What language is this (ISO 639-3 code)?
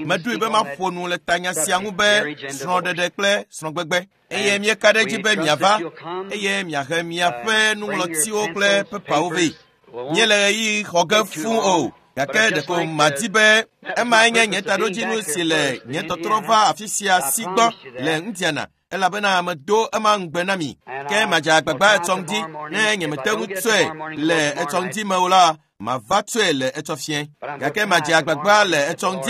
ewe